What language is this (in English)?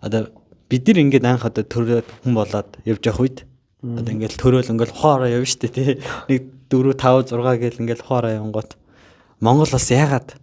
Mongolian